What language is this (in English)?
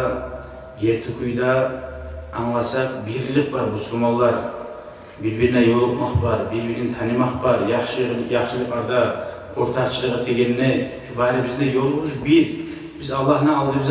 Kumyk